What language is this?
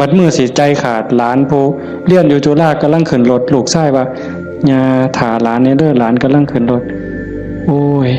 Northeastern Thai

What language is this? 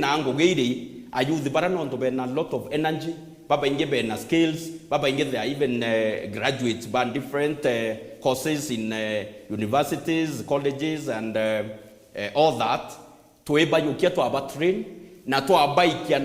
Meru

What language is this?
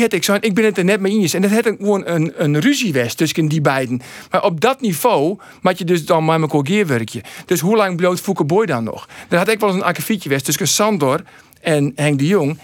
Western Frisian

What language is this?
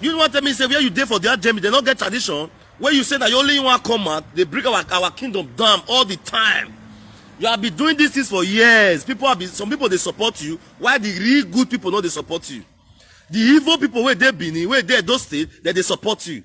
Nigerian Pidgin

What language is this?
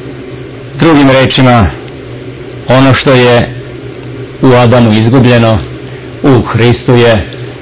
Serbian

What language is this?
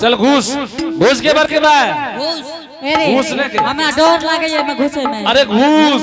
Angika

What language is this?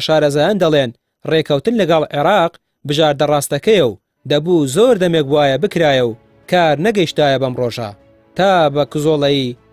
Central Kurdish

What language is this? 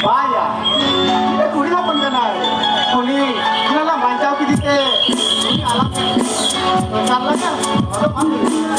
Santali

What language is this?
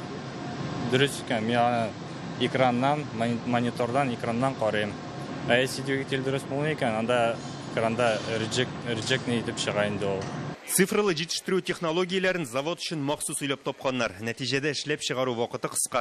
Tatar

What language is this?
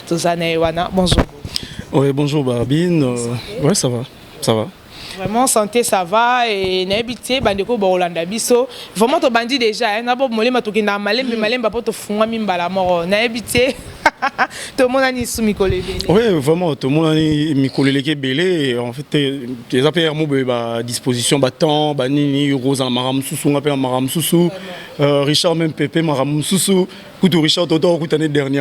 Lingala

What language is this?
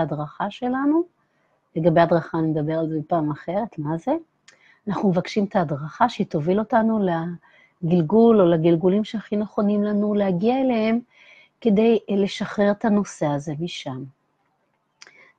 Hebrew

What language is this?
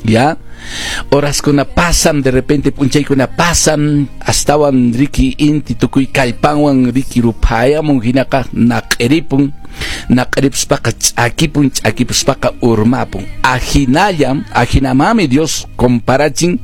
Quechua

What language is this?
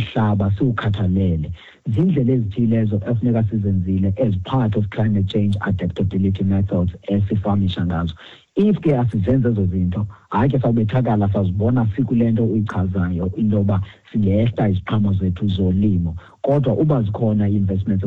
Xhosa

